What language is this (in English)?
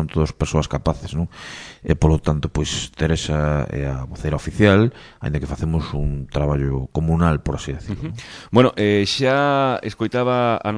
Galician